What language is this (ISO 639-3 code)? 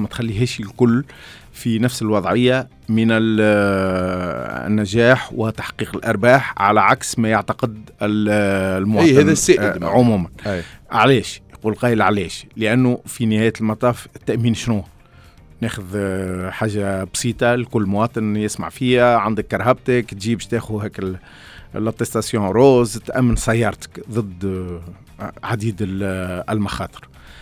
aeb